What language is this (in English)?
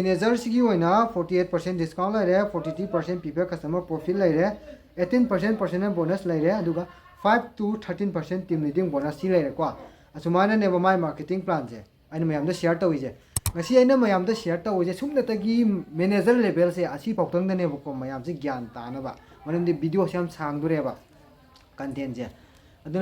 Manipuri